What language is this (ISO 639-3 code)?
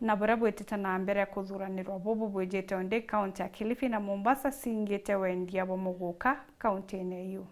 mer